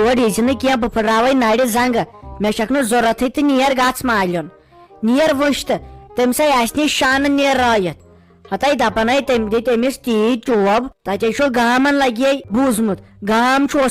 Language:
Kashmiri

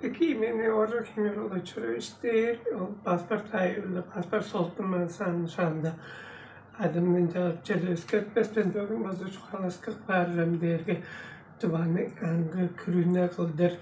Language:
Tuvinian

